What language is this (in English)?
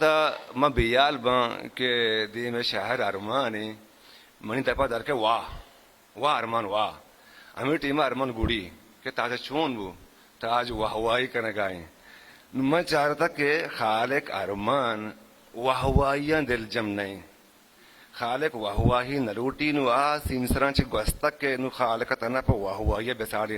Eastern Balochi